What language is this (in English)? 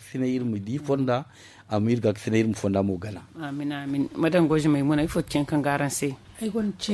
Zarma